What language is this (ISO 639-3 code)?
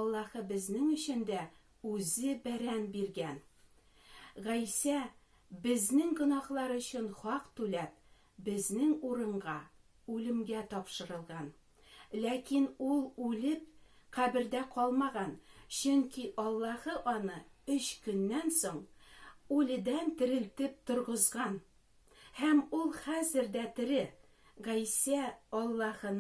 tat